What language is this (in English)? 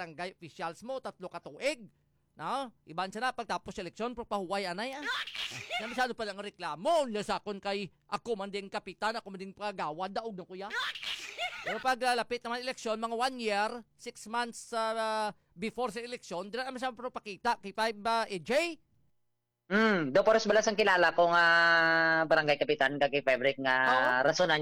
Hiligaynon